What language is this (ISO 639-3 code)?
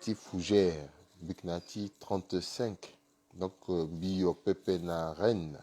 sag